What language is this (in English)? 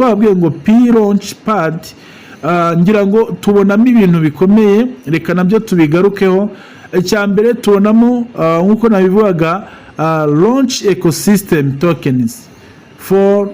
Kinyarwanda